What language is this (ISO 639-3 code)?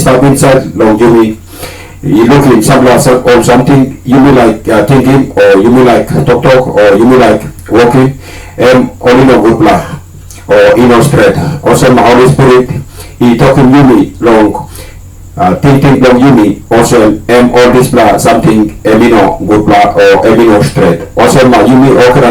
tpi